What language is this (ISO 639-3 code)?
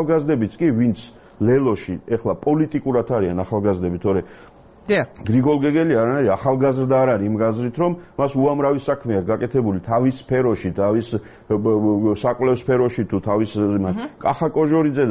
kat